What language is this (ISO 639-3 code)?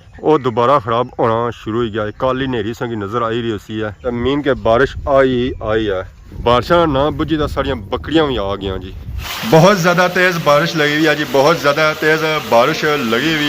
phr